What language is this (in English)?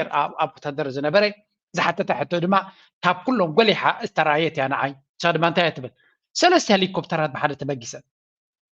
Tigrinya